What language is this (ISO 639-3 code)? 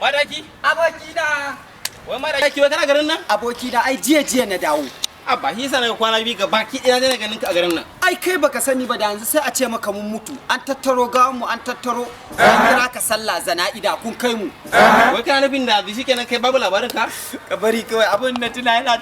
hau